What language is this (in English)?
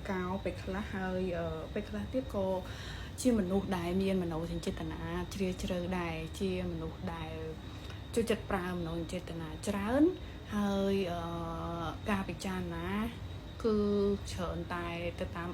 Khmer